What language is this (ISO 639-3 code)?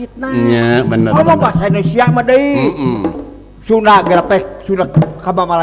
sun